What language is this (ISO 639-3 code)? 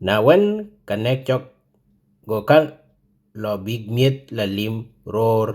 din